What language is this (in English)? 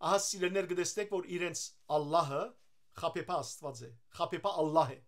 Western Armenian